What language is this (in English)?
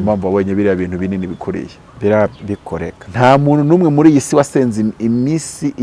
Kinyarwanda